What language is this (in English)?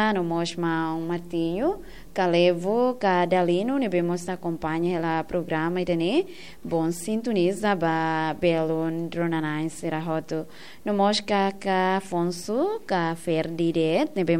Tetum